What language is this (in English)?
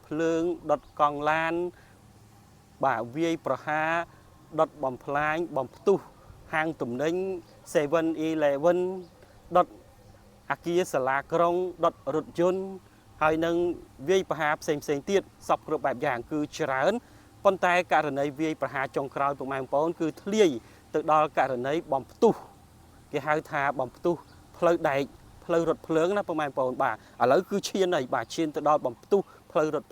Khmer